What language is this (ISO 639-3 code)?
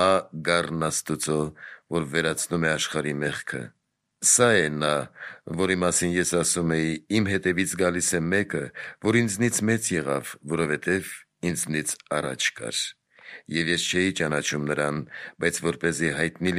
hye